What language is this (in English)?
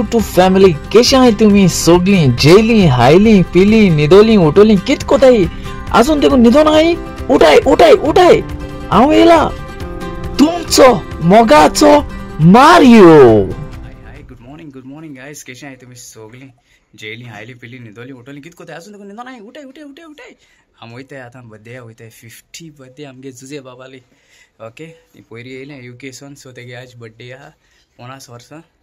Konkani